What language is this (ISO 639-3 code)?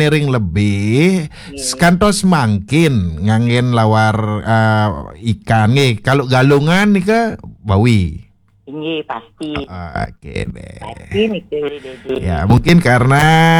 ban